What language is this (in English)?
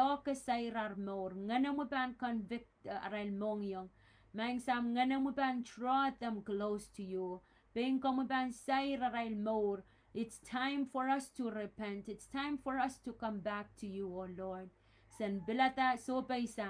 Pohnpeian